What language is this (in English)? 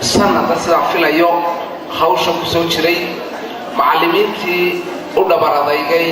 Somali